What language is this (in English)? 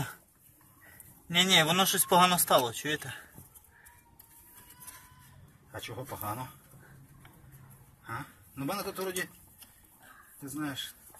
Ukrainian